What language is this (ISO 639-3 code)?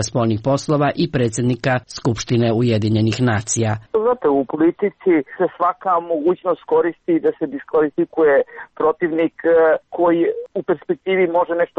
srp